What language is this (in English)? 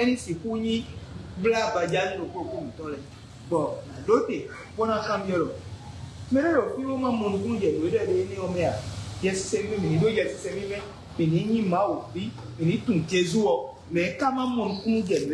Fon